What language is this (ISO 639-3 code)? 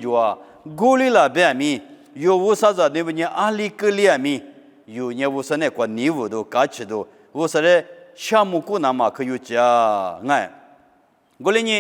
lis